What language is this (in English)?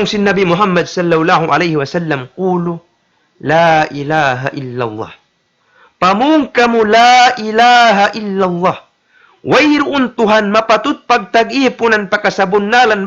Tausug